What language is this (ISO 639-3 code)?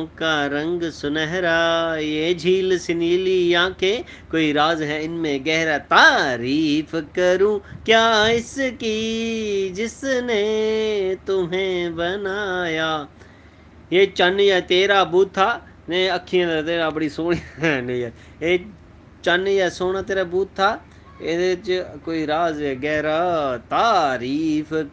doi